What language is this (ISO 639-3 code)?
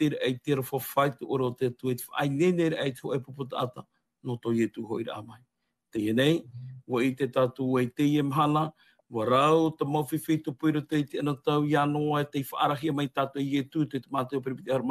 tah